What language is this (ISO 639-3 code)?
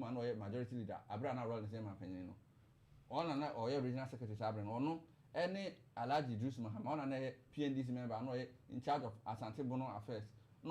aka